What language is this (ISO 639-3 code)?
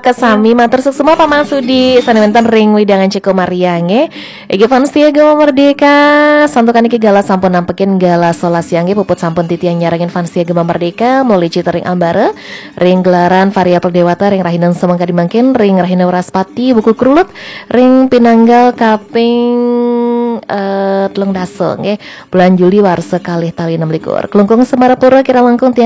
ban